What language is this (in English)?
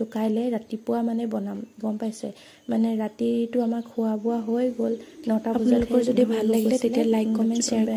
Assamese